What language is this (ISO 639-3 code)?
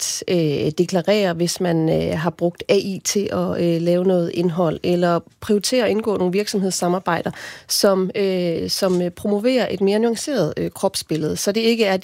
dan